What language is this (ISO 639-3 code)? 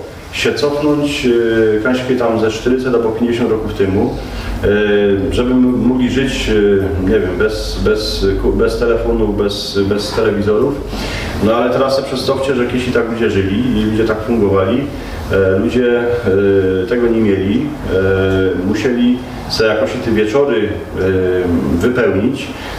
szl